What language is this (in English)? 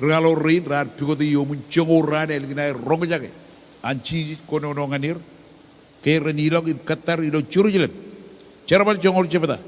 Marshallese